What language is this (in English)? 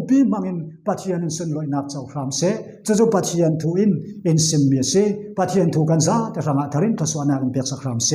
Falam Chin